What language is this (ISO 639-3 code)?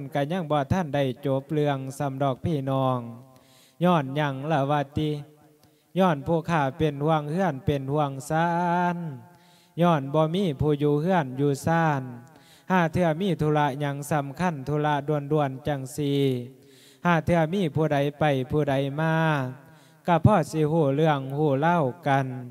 lao